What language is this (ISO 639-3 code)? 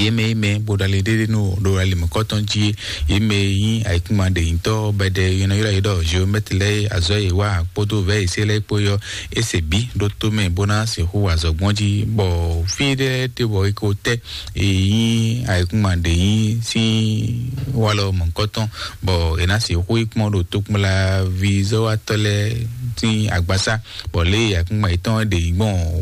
fon